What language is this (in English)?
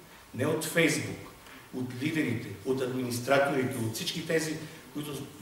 Bulgarian